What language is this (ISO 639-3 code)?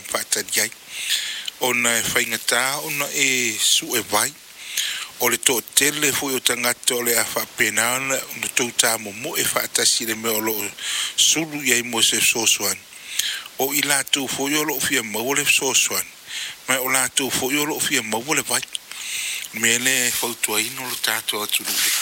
smo